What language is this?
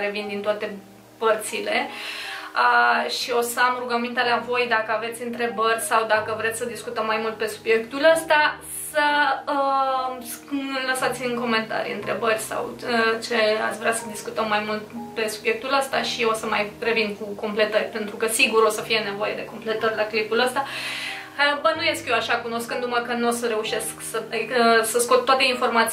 Romanian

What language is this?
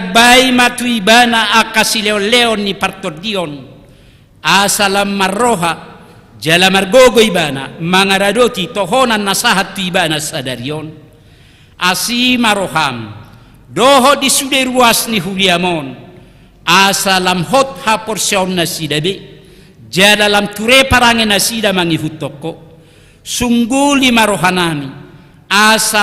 Batak Toba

